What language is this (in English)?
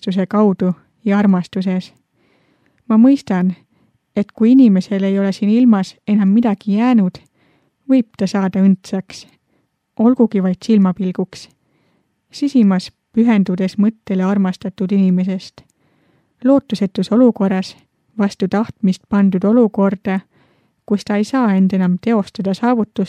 Estonian